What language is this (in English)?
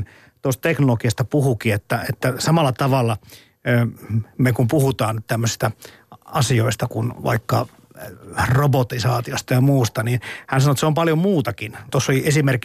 Finnish